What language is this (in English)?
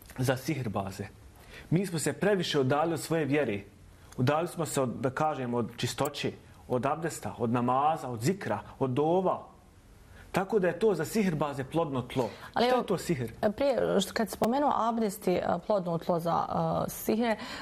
Bosnian